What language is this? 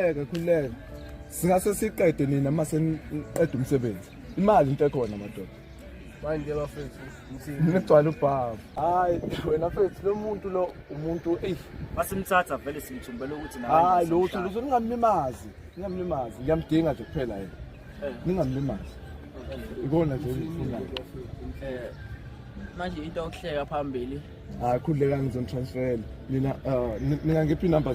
Zulu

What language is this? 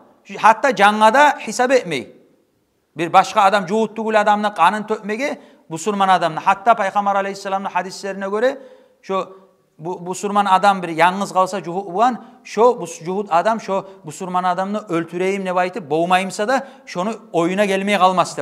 Kumyk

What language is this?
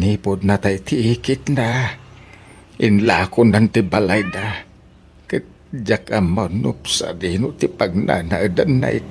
Iloko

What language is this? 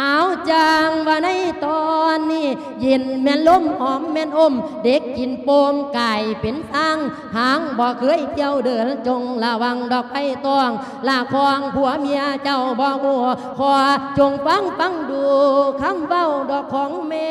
Lao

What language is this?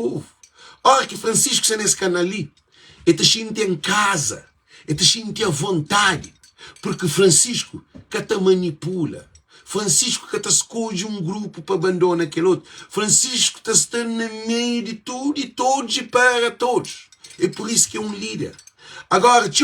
Kabuverdianu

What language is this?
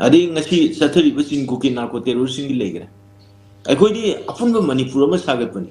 Manipuri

